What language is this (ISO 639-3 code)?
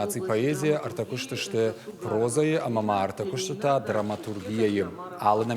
oss